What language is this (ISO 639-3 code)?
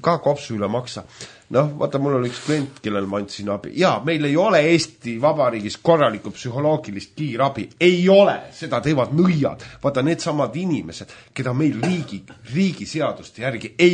est